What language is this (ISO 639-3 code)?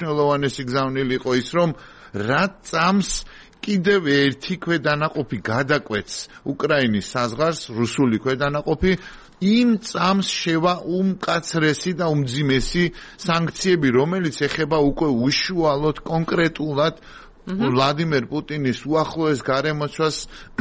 kat